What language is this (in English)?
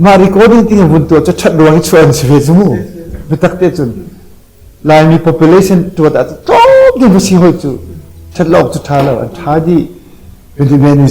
Hakha Chin